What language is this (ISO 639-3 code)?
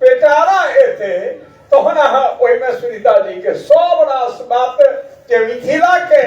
mai